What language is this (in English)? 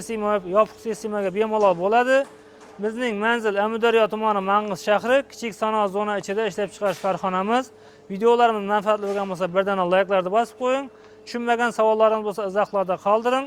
Uzbek